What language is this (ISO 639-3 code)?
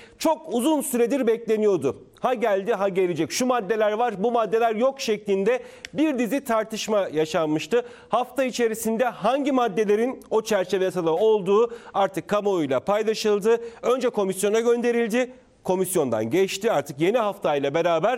tur